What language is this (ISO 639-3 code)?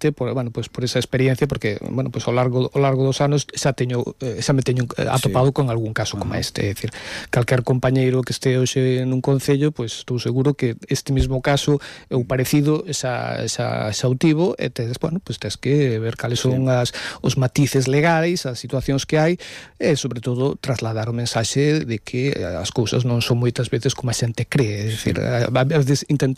glg